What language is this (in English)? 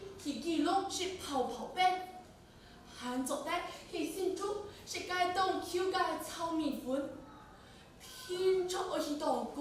Hakka Chinese